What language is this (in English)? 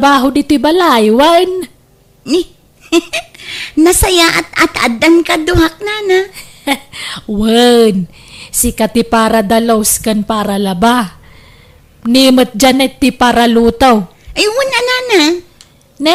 Iloko